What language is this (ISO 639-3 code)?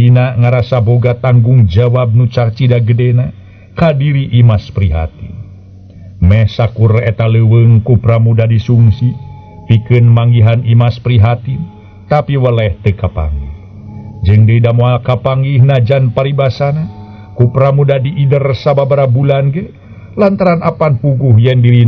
sun